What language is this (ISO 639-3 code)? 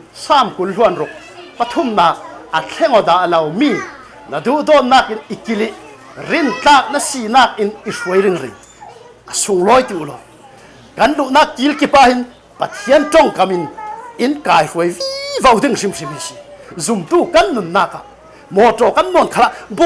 cfm